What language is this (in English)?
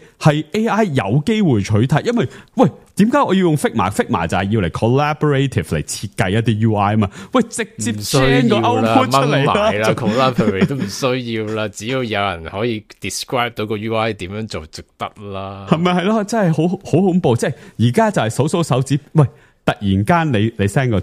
Cantonese